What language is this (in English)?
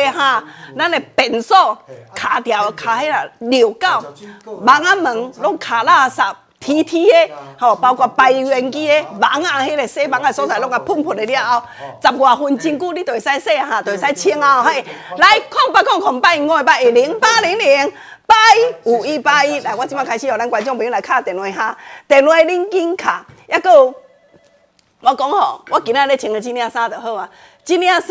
Min Nan Chinese